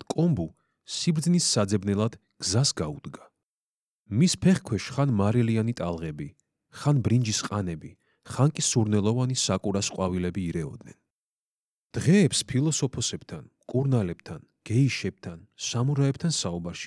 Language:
Georgian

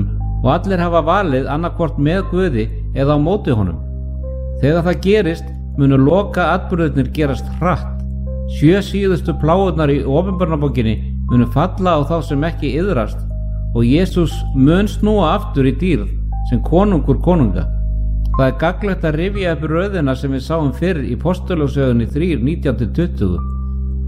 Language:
Icelandic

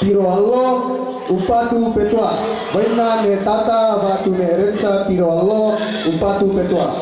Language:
Toraja-Sa'dan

